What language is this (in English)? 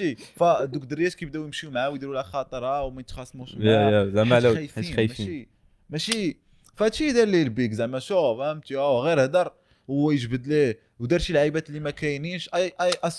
Moroccan Arabic